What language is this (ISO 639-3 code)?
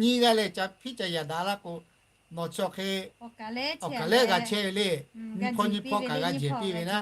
lhu